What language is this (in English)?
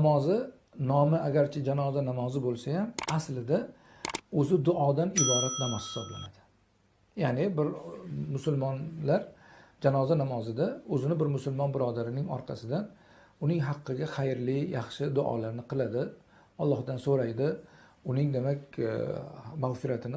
Uzbek